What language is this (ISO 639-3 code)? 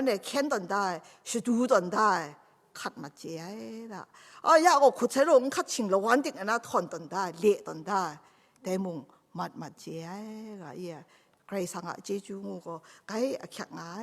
kac